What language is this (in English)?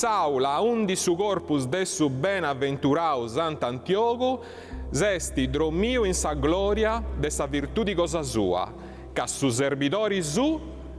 Sardinian